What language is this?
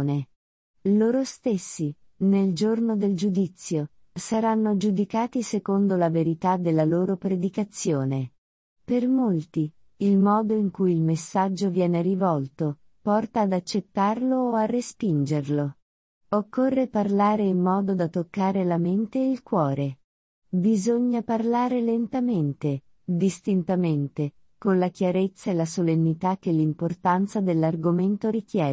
Italian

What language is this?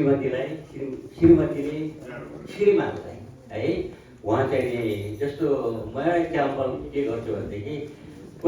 Nepali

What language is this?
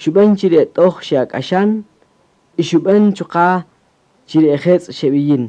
Kaqchikel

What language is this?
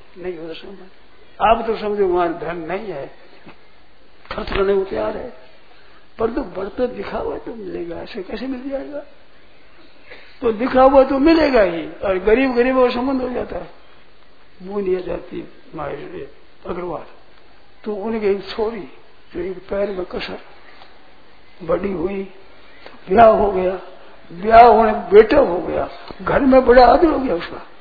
Hindi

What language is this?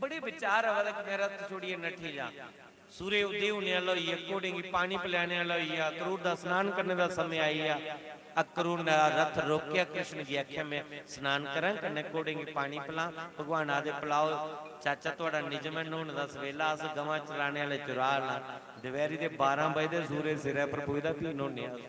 Dogri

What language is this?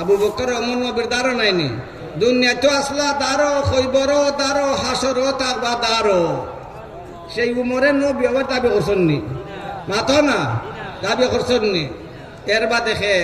Sylheti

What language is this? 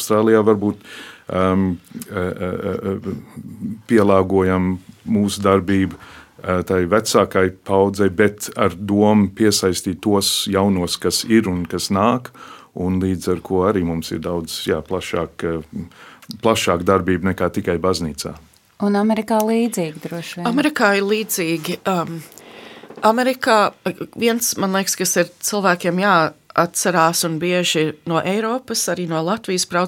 Latvian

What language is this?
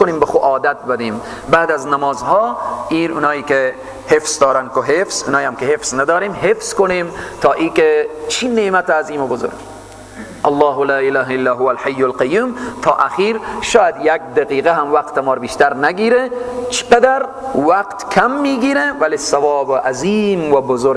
Persian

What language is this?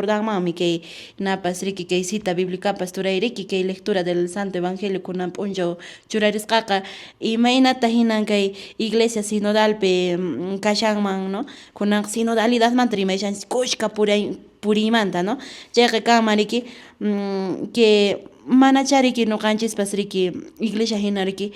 Quechua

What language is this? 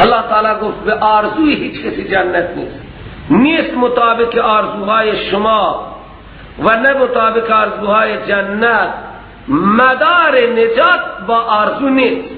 Persian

